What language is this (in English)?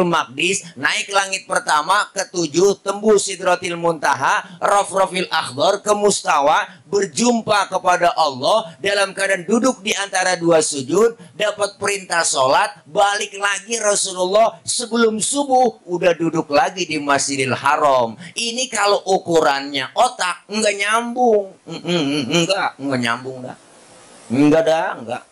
Betawi